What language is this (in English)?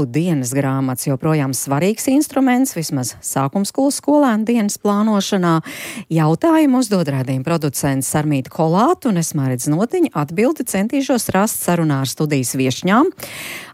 Latvian